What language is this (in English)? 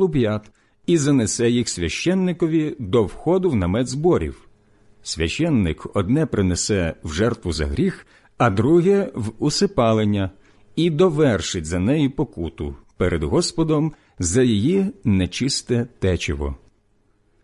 Ukrainian